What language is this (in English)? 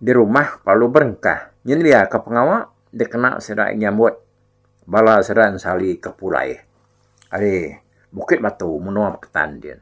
Iban